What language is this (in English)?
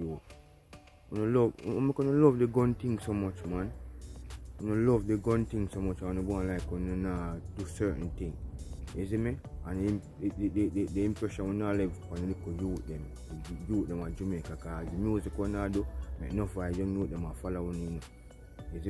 Jamaican Creole English